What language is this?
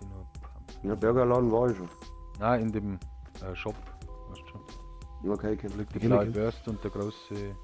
Bavarian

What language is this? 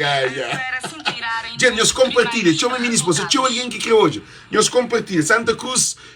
Kabuverdianu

